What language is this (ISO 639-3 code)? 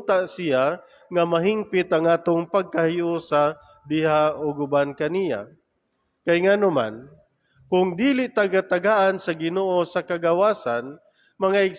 ceb